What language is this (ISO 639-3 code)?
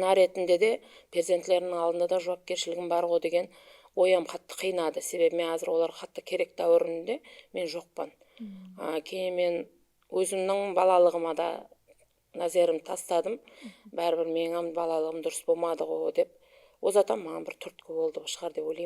kaa